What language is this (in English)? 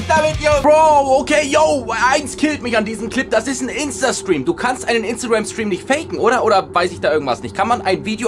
German